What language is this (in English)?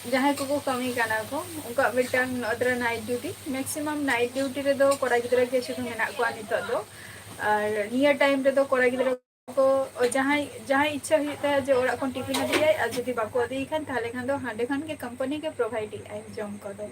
Santali